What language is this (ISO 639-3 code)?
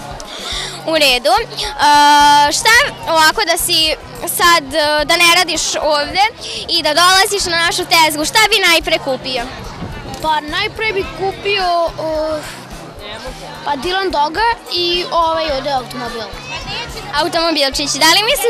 srp